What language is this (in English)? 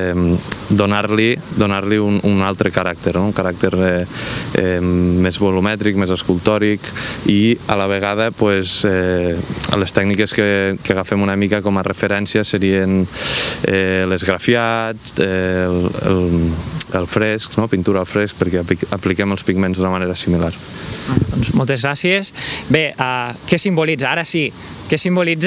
Catalan